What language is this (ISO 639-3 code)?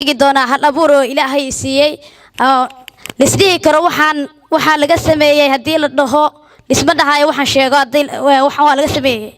som